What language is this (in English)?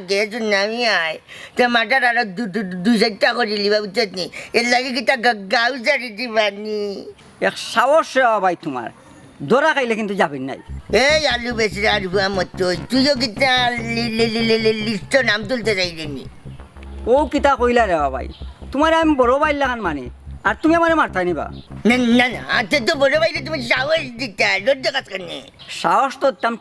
Sylheti